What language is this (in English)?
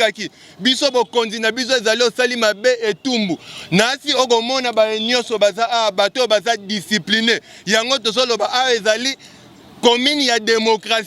Lingala